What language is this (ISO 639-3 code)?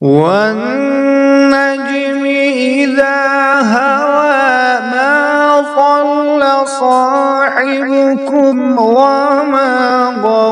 kas